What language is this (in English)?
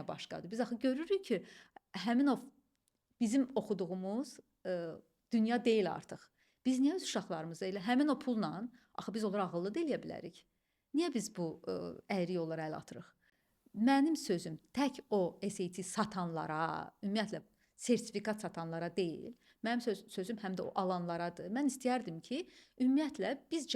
Azerbaijani